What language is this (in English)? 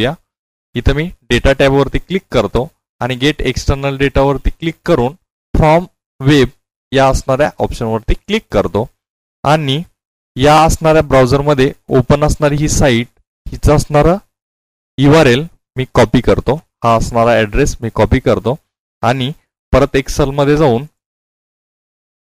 Marathi